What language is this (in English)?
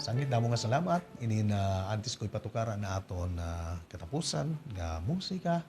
Waray